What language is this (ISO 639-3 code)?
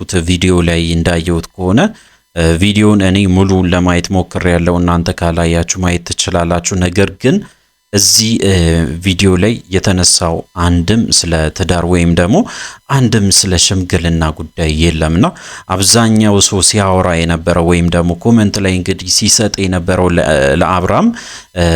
amh